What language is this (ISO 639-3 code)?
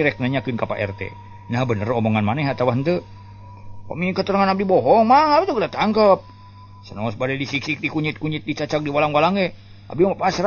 sun